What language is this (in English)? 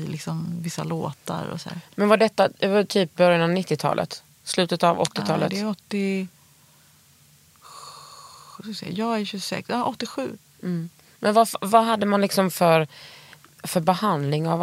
Swedish